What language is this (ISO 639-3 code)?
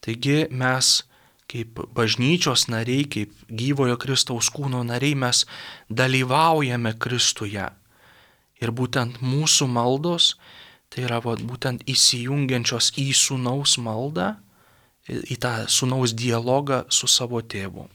lit